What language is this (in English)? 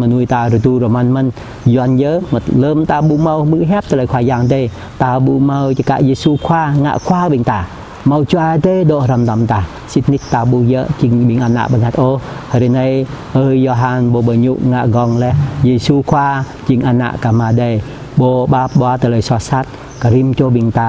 Jarai